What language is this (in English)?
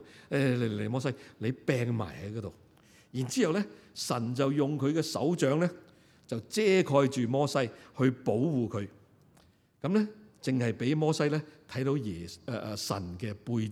Cantonese